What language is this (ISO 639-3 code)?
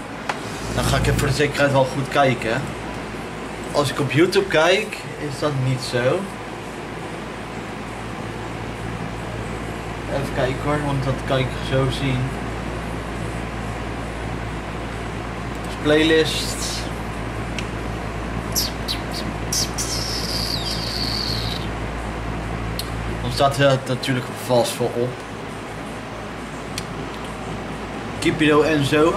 nld